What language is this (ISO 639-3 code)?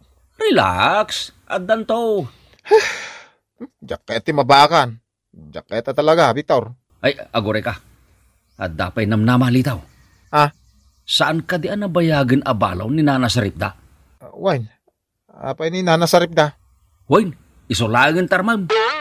ilo